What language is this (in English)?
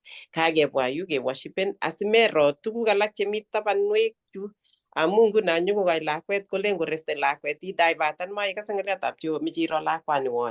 Kalenjin